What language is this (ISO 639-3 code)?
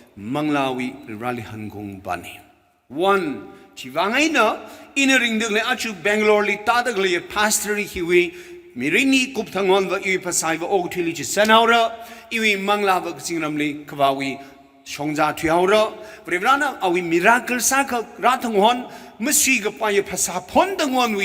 nmf